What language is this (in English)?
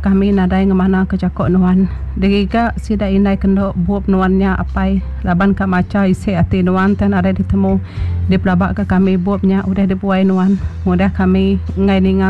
Iban